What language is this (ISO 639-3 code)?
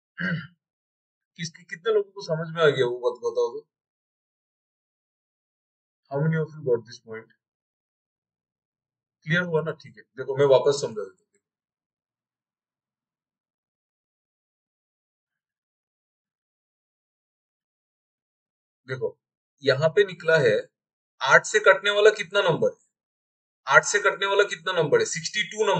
hin